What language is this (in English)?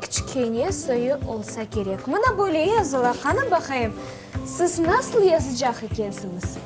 Crimean Tatar